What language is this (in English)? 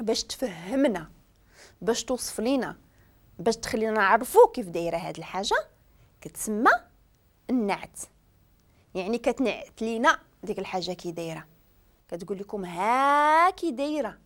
Moroccan Arabic